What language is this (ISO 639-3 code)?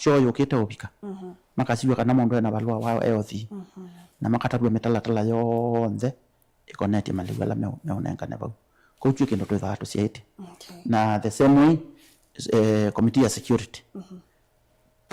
kam